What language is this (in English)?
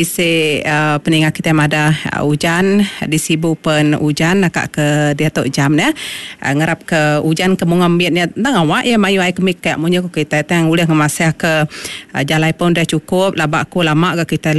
Iban